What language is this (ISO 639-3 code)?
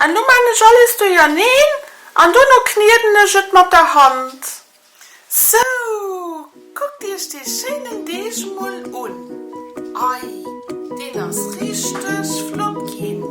ltz